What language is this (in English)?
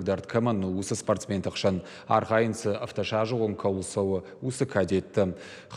Ossetic